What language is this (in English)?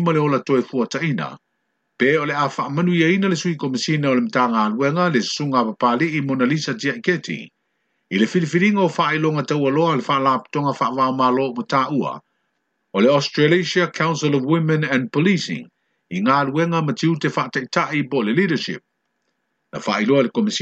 Samoan